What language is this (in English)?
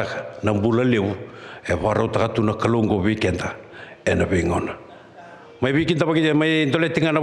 Fijian